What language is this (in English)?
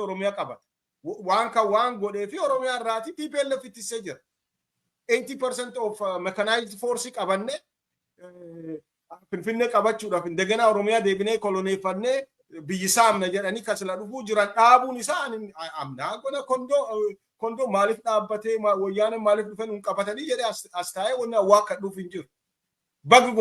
Oromo